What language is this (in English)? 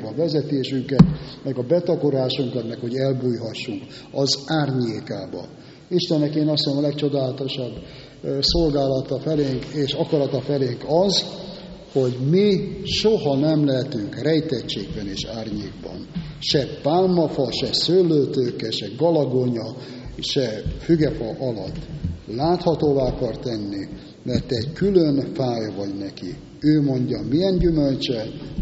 Hungarian